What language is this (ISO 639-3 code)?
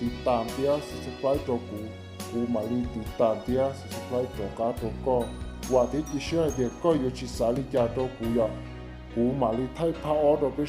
hmn